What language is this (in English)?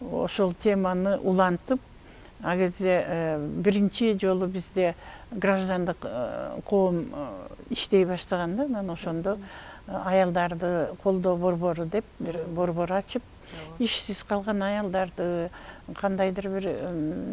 Kyrgyz